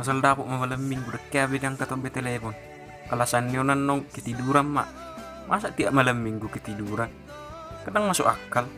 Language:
Batak Toba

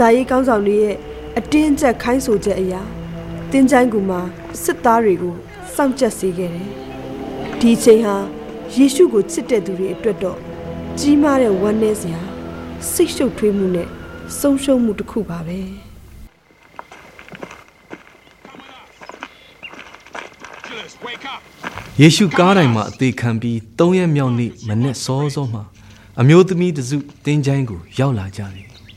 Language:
Burmese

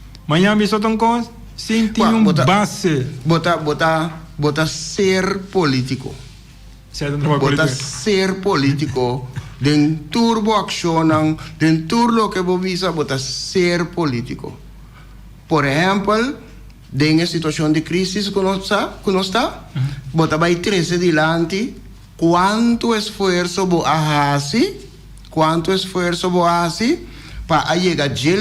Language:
Papiamento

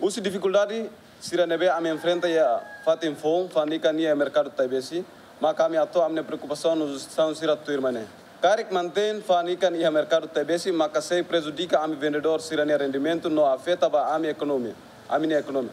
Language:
Tetum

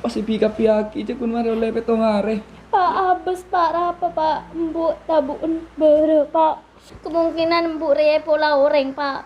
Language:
Madurese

